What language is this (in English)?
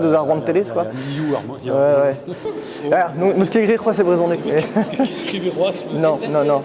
Breton